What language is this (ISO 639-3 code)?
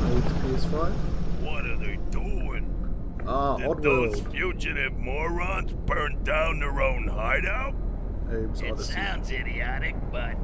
mri